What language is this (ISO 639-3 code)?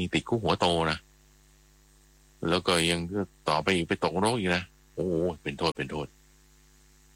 tha